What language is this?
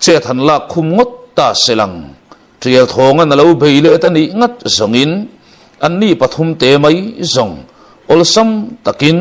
Mizo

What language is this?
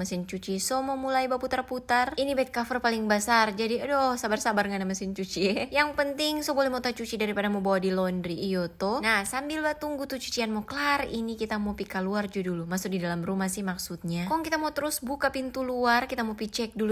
Manado Malay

